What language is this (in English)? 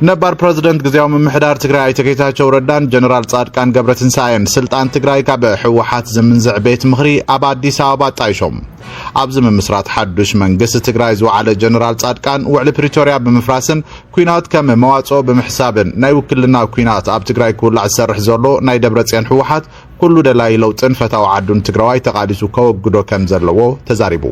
Tigrinya